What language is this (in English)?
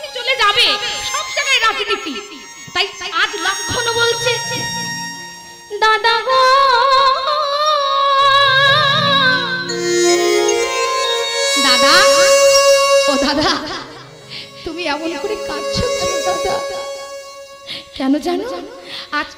Bangla